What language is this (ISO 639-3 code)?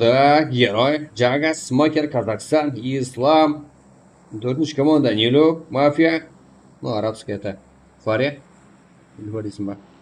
kaa